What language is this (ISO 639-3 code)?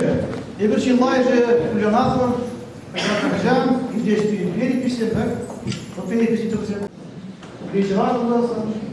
chv